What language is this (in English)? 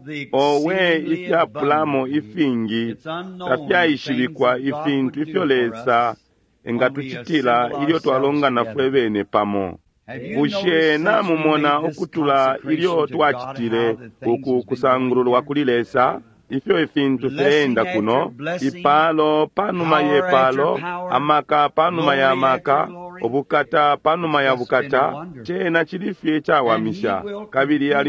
Bemba